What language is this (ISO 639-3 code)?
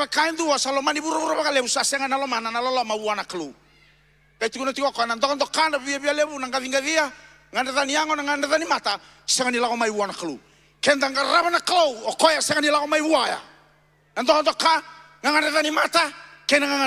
fij